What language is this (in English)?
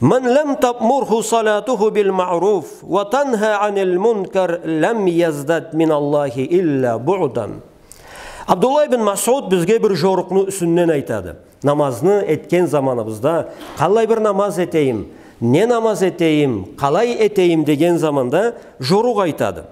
Karachay-Balkar